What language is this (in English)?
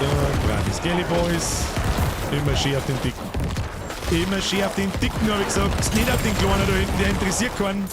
Bavarian